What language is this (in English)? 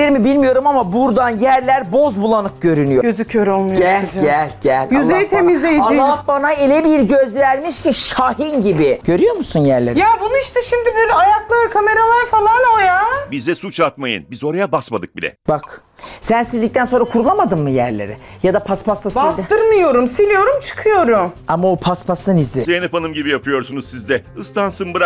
Turkish